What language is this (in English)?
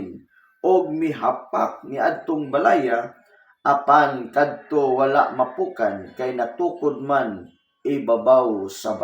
Cebuano